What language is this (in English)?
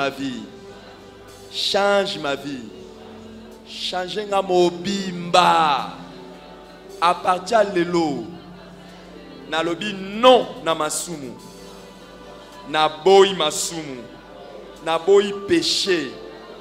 French